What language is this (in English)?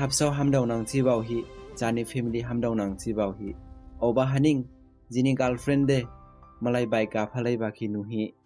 Dimasa